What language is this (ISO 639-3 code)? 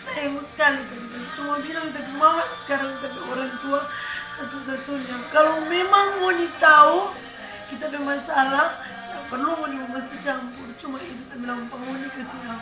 xmm